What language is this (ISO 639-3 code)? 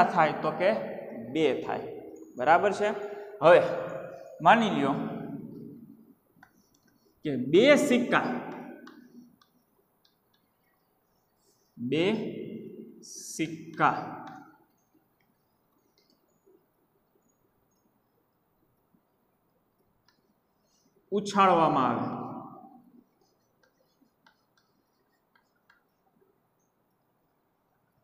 guj